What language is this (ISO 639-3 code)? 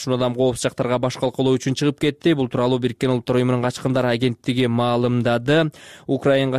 kir